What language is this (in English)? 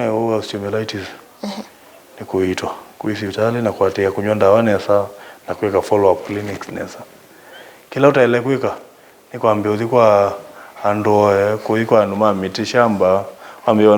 Kamba